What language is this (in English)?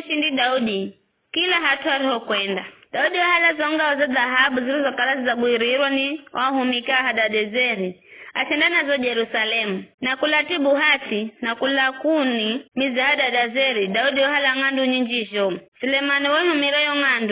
Giryama